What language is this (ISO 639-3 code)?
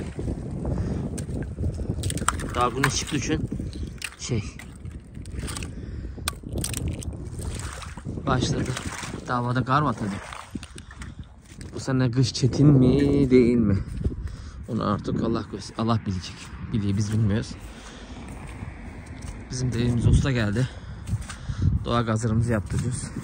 tur